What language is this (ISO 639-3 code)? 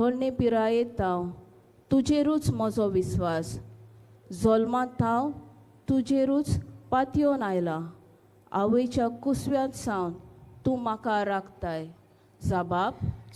kok